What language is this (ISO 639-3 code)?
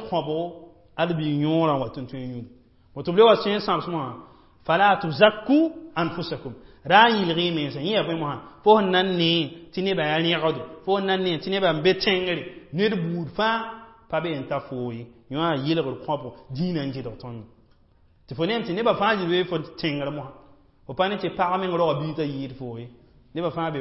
mos